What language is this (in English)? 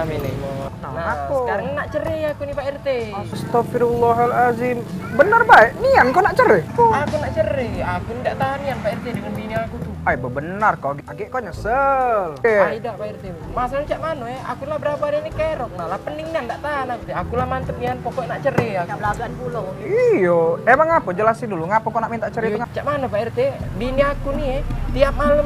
Musi